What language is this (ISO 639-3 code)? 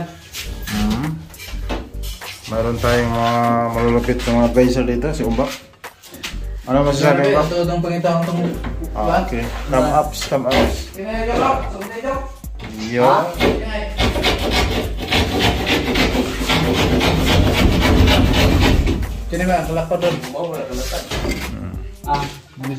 fil